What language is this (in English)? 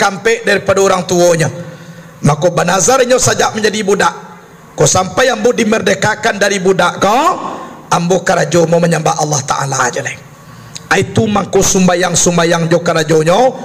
Minangkabau